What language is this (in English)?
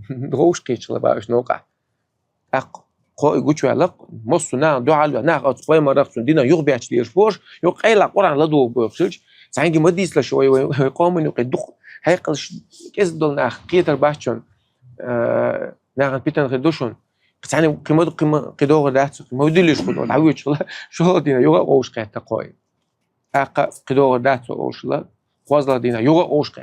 Chechen